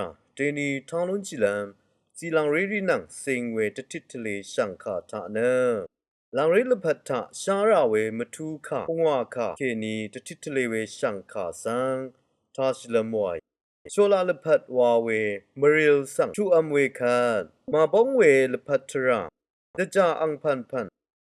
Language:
Rawang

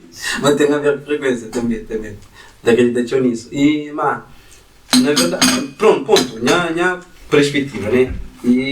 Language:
Kabuverdianu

